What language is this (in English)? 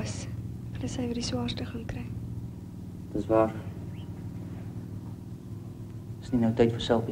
Afrikaans